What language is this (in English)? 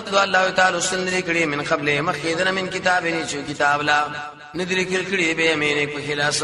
Pashto